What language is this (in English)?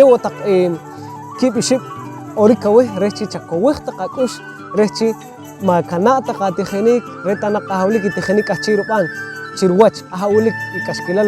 Poqomchi'